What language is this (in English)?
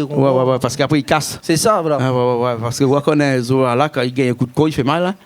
Réunion Creole French